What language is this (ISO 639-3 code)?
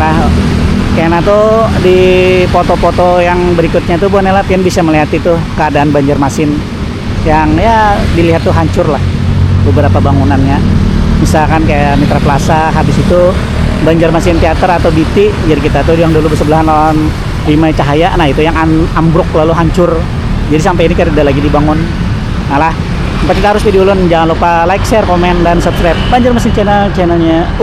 bjn